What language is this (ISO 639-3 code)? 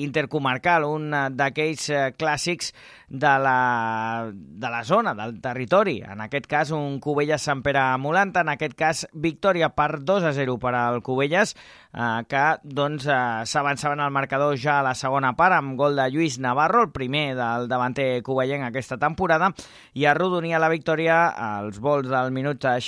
cat